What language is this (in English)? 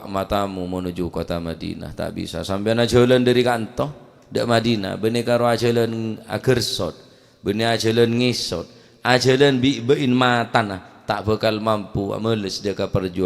Madurese